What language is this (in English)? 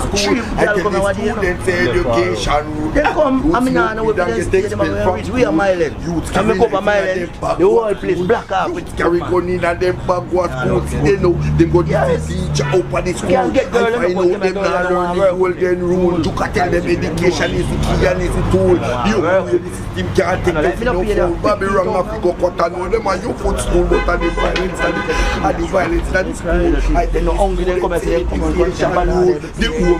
Jamaican Creole English